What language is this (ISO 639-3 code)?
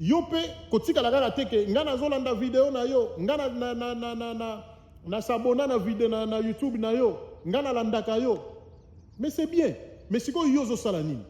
lin